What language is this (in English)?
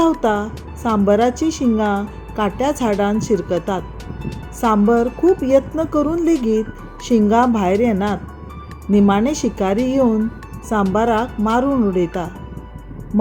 Konkani